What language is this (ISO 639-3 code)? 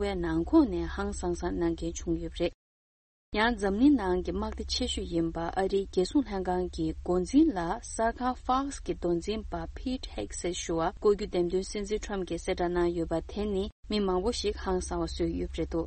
bod